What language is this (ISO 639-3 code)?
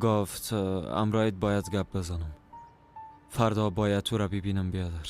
fas